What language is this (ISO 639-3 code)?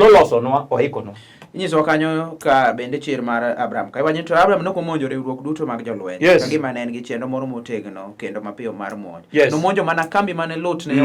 luo